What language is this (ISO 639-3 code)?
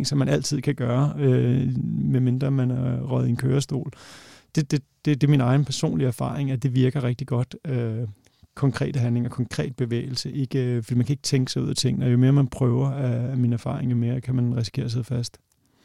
dan